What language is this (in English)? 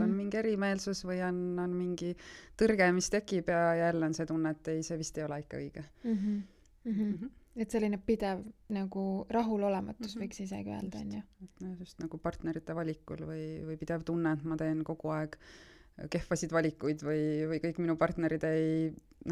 Estonian